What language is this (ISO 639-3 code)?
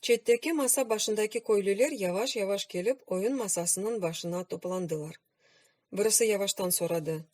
crh